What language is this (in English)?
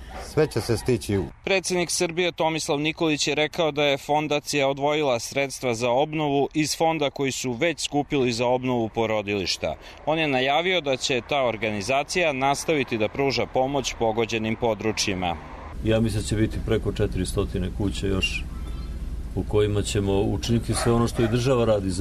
Serbian